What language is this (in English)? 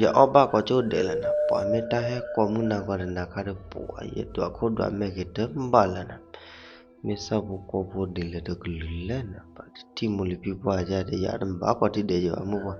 S'gaw Karen